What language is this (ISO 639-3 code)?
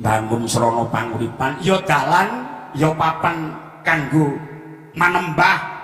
jav